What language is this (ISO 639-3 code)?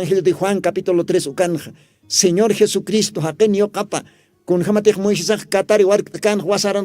aym